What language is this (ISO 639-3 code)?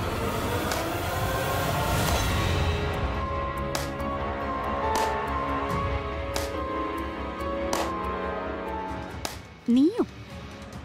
mal